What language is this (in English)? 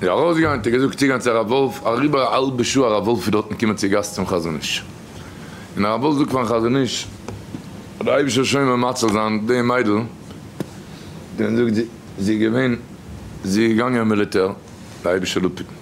Yiddish